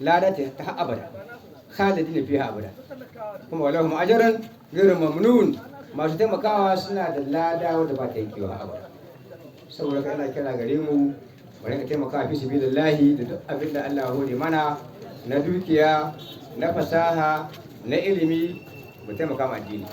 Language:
Hausa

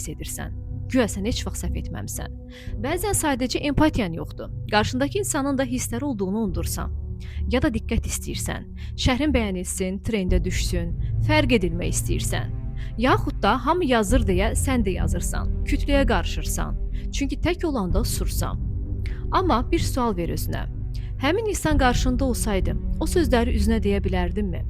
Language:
Azerbaijani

